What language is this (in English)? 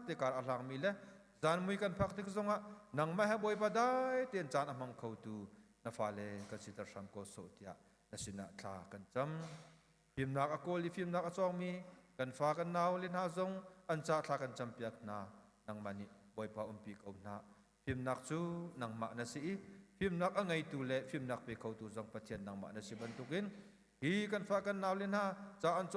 Hakha Chin